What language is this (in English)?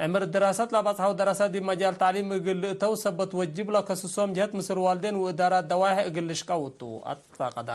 Tigre